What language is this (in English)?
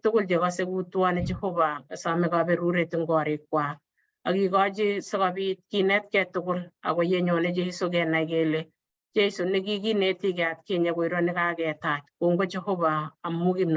Kalenjin